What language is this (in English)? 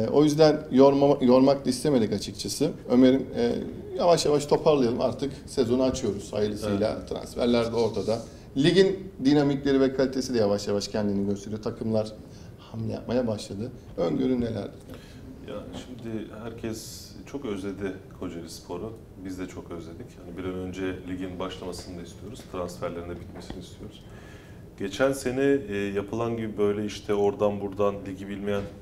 Turkish